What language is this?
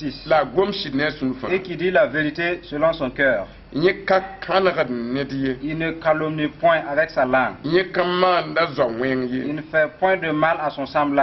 Mossi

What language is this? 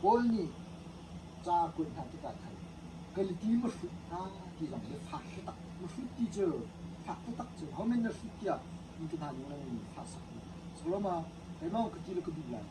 Hakha Chin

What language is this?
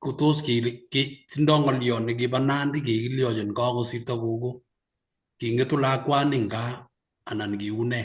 Kalenjin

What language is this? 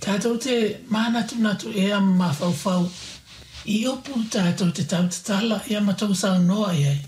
Samoan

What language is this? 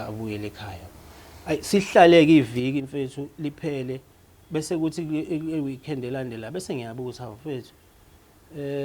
Zulu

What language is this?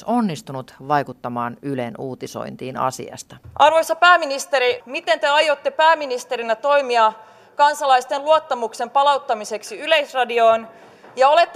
Finnish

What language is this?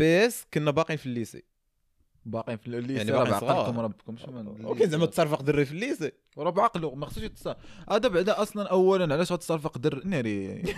Moroccan Arabic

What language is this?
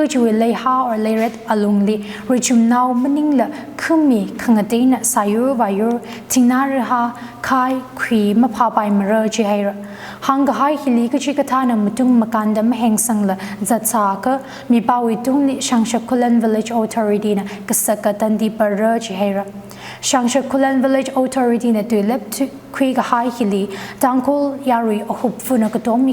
Tangkhul Naga (India)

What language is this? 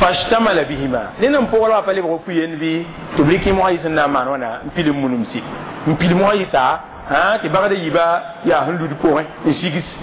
Mossi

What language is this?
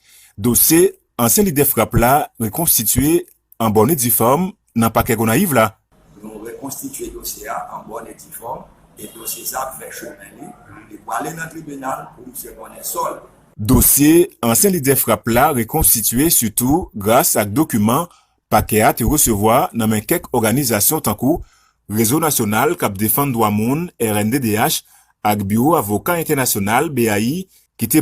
Haitian Creole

